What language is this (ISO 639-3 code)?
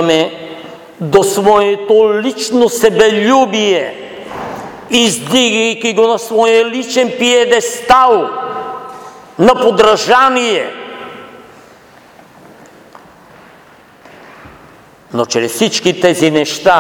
bul